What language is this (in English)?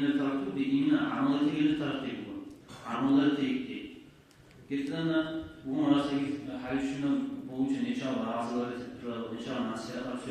Kumyk